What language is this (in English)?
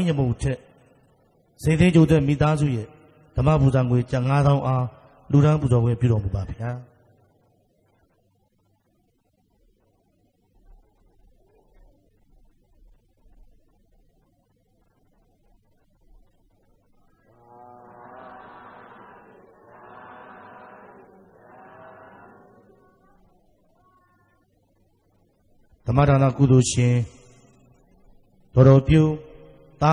Burmese